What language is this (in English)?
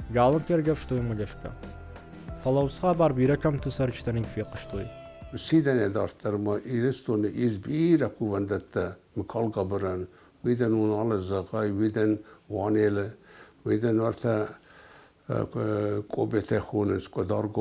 Ossetic